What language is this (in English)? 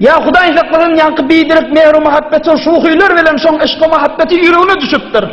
Turkmen